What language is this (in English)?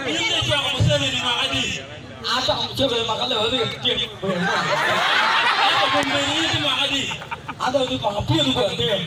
Acoli